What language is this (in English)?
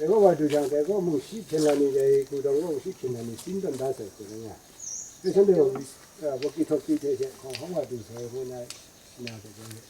Kachin